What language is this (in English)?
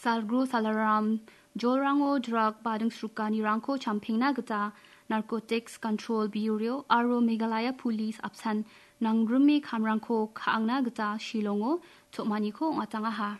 Garo